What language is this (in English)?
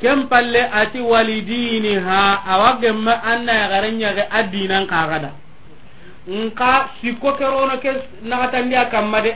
Soninke